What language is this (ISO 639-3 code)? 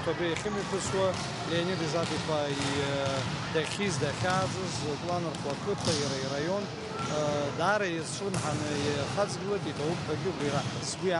abk